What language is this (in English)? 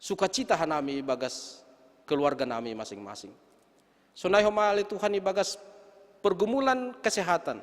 Batak Simalungun